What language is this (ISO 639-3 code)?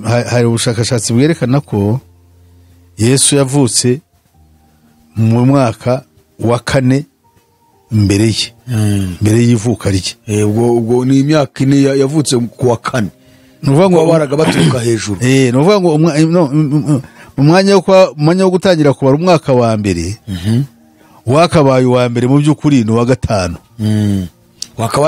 kin